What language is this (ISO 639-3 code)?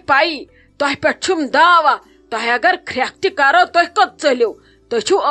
kas